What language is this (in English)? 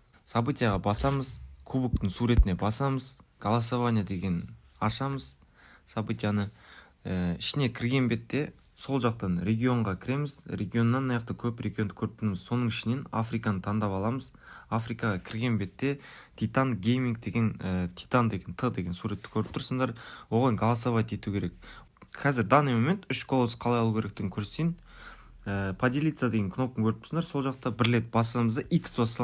Kara-Kalpak